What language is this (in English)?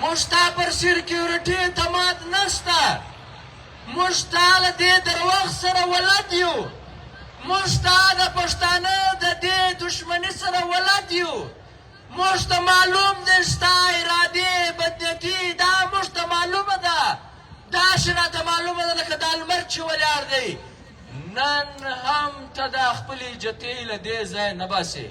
Pashto